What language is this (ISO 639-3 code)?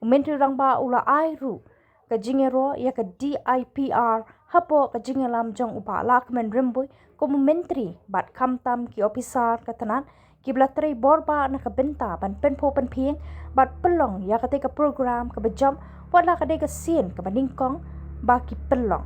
kha